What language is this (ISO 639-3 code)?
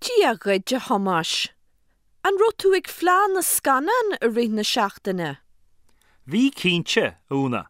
gle